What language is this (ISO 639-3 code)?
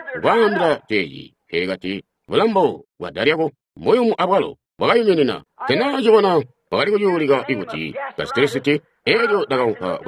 toi